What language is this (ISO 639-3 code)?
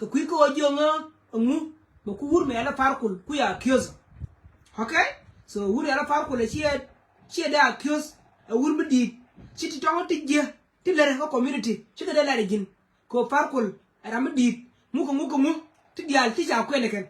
nus